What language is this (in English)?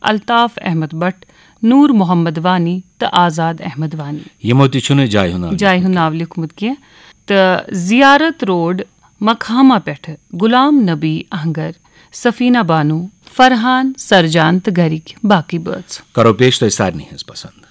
Kashmiri